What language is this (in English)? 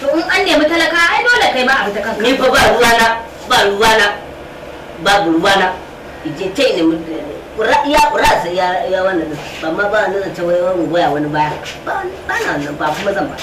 Hausa